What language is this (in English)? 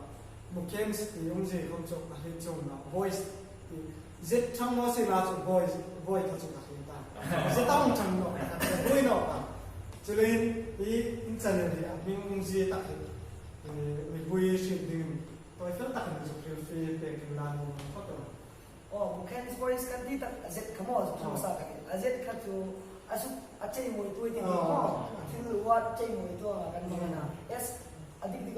Hmar